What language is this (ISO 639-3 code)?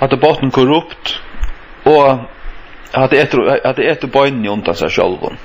fao